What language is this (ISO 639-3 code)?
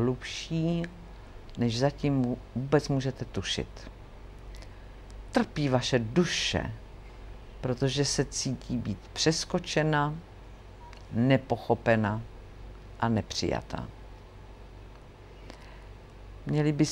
ces